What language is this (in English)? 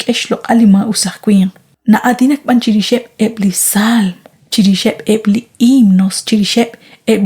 Kekchí